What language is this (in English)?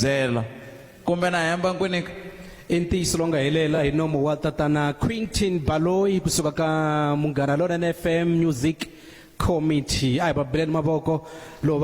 Tsonga